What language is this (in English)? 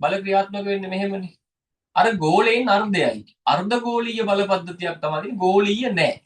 Sinhala